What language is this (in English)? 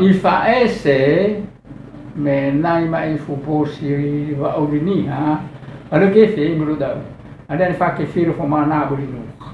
Nias